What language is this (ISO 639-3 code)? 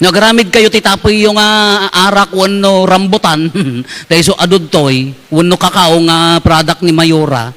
ilo